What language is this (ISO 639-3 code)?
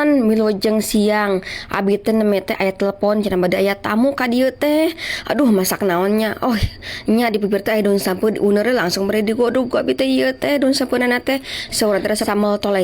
sun